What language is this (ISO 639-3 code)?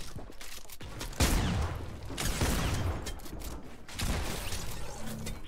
dan